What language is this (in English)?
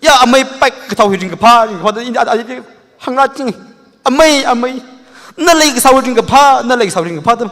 Tangkhul Naga (India)